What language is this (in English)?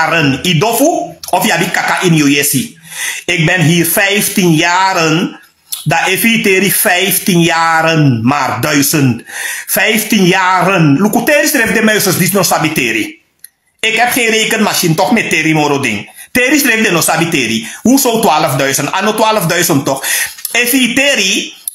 Sranan Tongo